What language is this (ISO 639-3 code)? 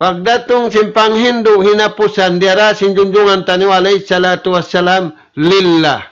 tsg